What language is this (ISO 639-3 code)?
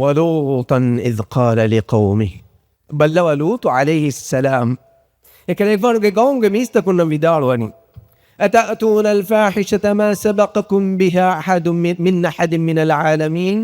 div